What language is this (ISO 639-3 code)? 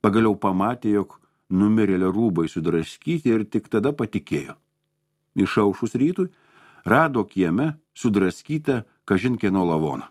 lit